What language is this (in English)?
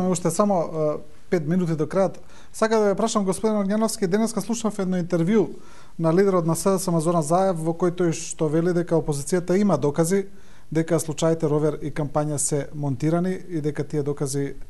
Macedonian